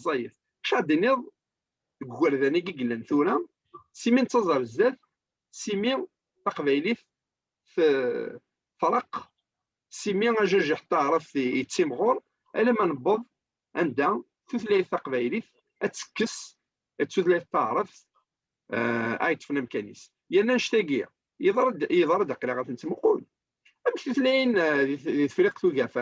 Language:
Kabyle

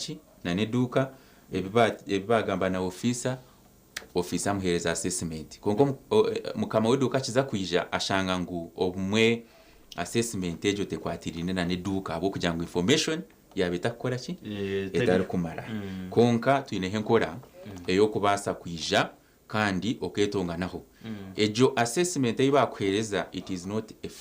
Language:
Nyankole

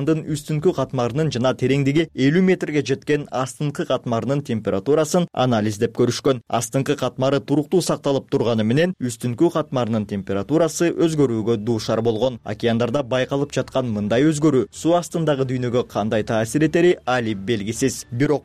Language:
Kyrgyz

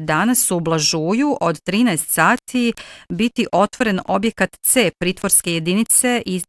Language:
Bosnian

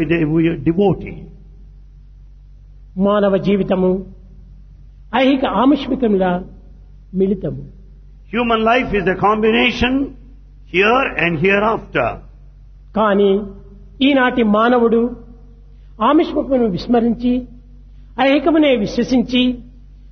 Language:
Telugu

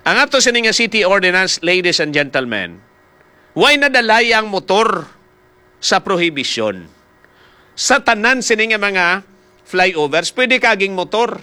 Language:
Hiligaynon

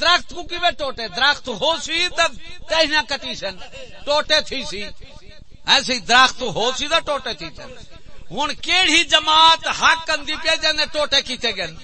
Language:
Saraiki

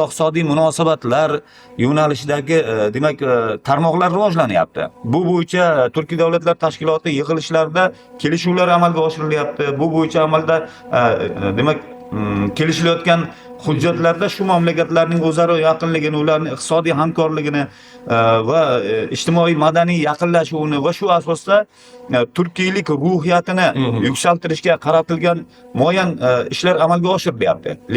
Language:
Uzbek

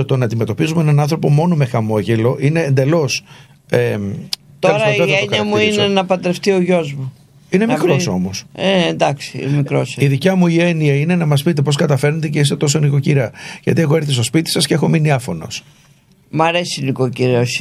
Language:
Greek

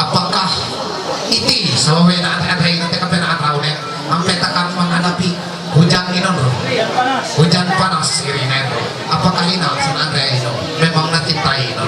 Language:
Ma'anyan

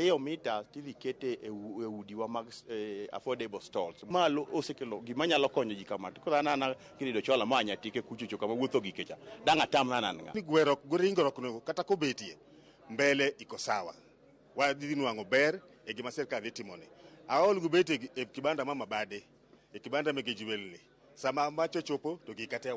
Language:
Luo (Kenya and Tanzania)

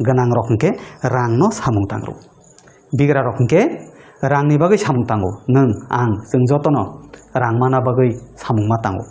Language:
Kok Borok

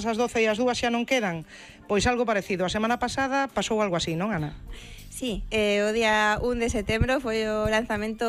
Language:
Galician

